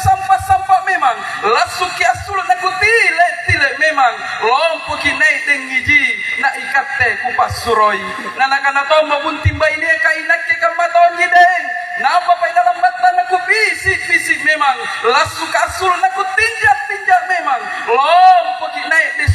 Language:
Makasar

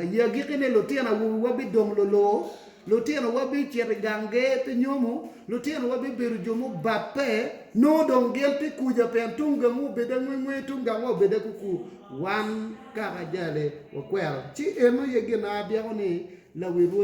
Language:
Acoli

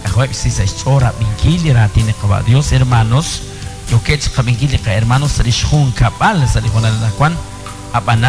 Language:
Kekchí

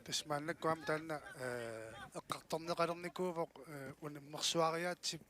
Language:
Kalaallisut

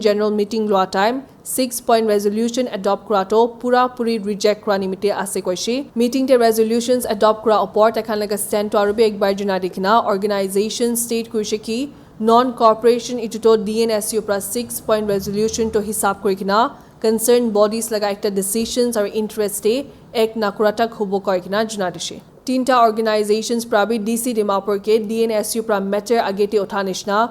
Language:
Naga Pidgin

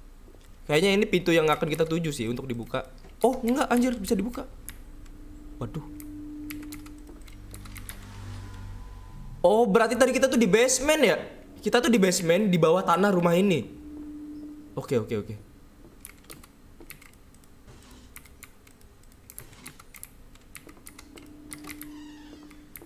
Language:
Indonesian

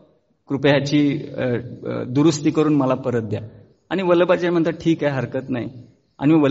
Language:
Marathi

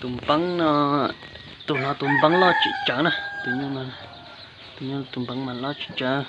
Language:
Hmong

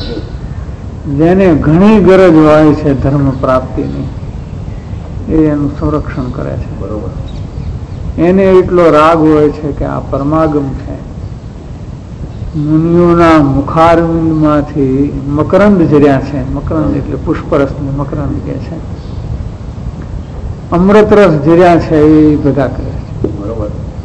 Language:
Gujarati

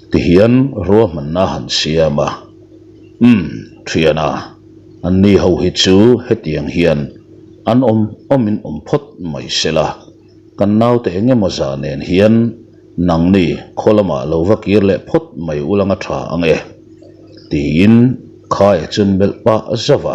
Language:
Mizo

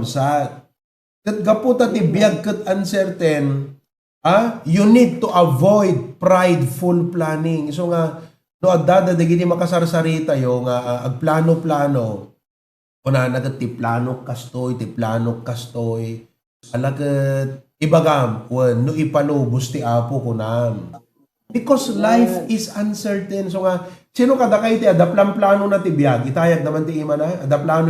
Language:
Iloko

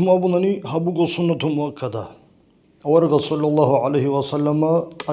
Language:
Avaric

